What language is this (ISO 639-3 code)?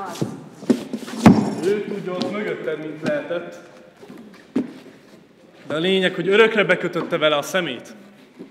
hun